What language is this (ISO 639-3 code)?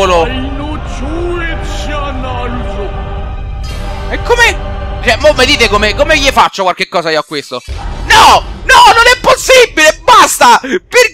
ita